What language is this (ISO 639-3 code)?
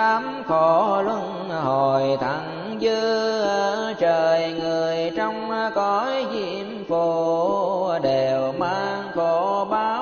vie